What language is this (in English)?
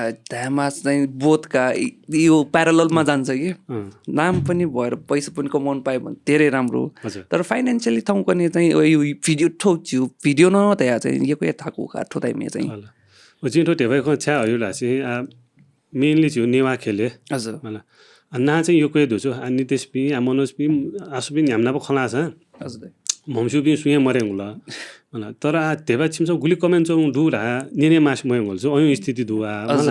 Newari